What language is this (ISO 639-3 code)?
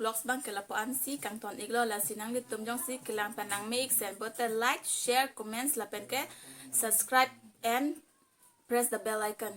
mjw